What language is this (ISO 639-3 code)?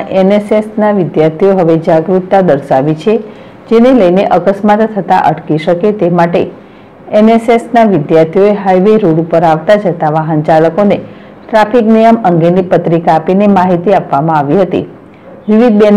guj